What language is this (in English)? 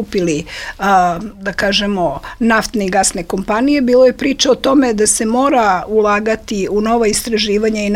Serbian